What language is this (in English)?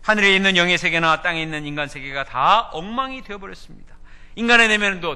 Korean